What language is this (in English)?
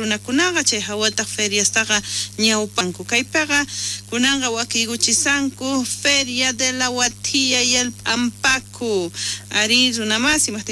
South Bolivian Quechua